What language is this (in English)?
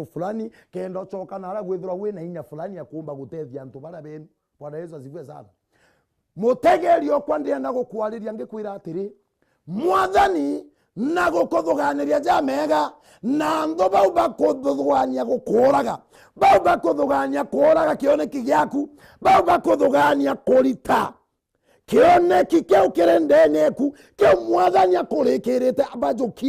Meru